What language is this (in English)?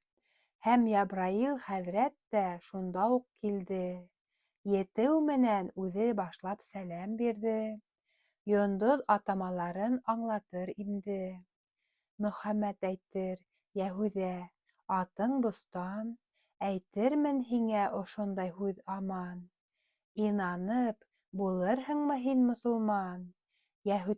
Bashkir